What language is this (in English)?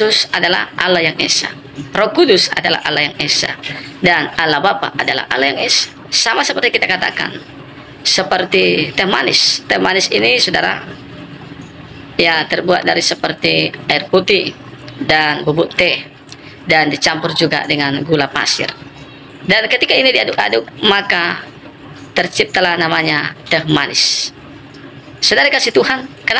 Indonesian